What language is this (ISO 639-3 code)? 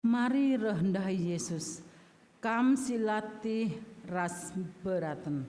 btx